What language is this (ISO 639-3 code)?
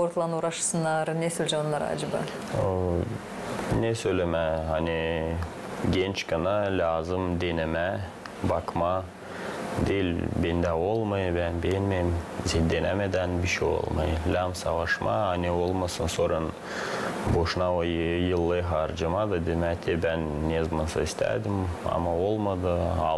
gag